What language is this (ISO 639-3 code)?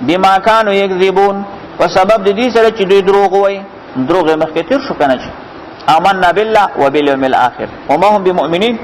pus